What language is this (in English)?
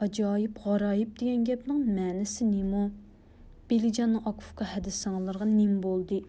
Uyghur